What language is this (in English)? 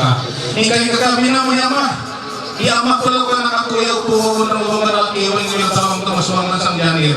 Ma'anyan